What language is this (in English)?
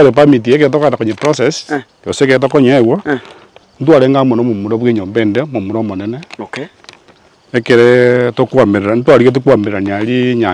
Gusii